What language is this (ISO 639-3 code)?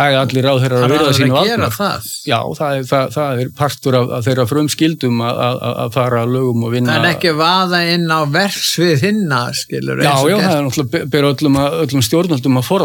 isl